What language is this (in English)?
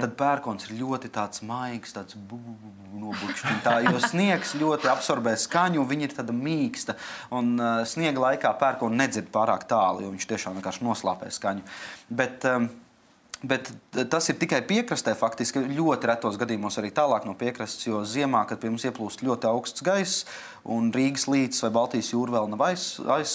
Latvian